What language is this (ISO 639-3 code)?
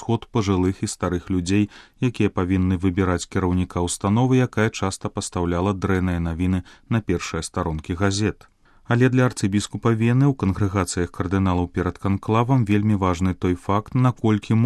bel